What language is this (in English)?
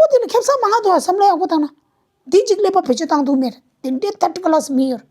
Tibetan